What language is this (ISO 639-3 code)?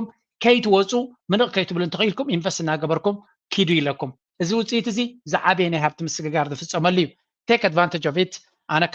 tir